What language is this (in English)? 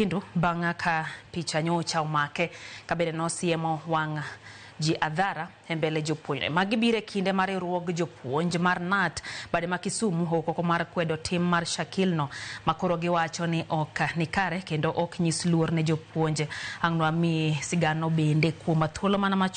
Luo (Kenya and Tanzania)